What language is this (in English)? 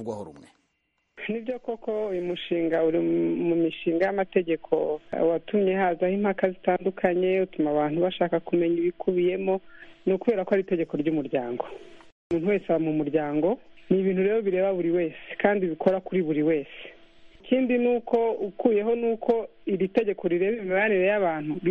Kinyarwanda